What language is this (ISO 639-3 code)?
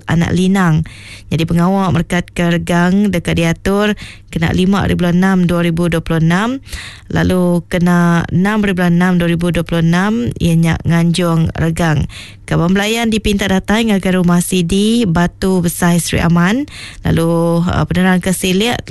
iba